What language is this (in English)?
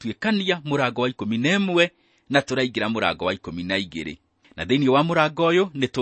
Kikuyu